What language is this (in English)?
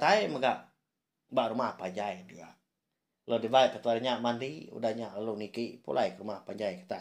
Iban